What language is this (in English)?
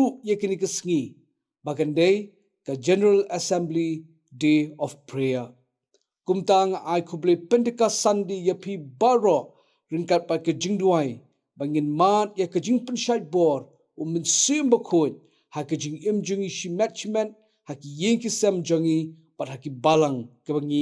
Khasi